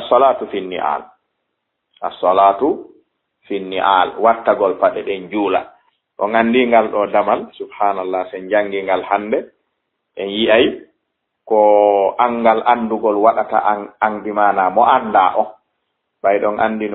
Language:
Fula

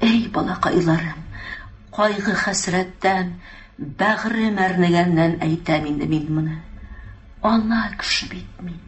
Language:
Tatar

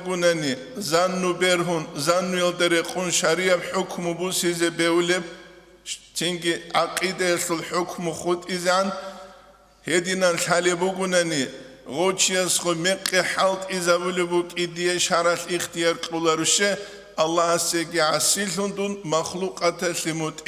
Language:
Avaric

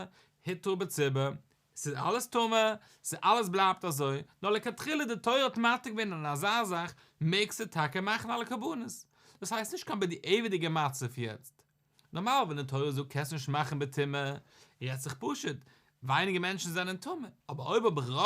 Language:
Yiddish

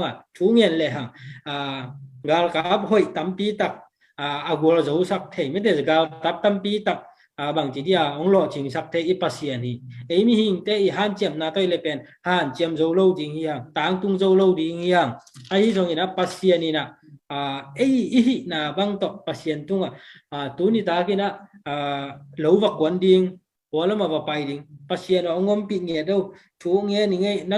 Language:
Tedim Chin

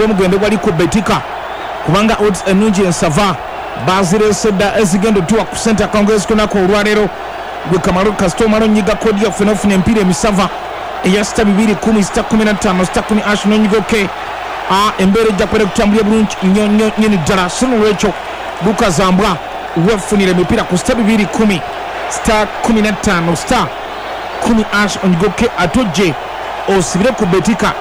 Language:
Ganda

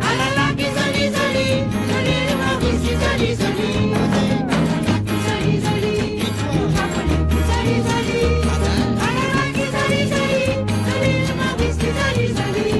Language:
Morisyen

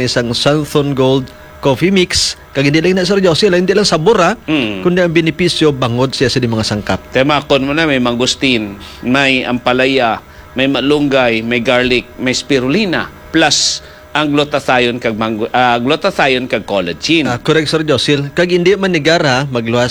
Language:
Hiligaynon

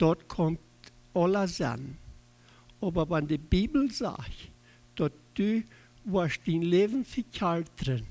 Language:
Plautdietsch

